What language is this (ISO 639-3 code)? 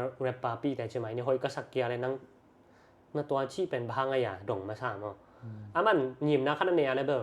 ctd